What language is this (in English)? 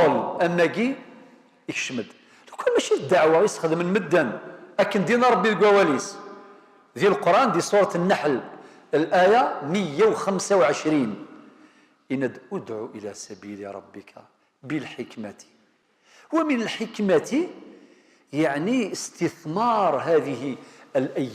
Kabyle